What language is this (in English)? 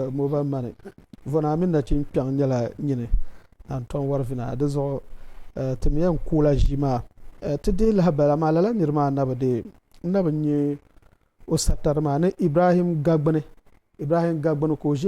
Dagbani